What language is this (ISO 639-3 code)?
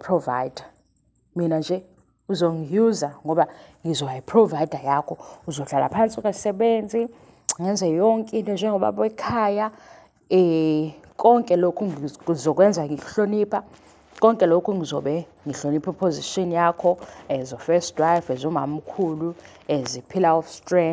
zul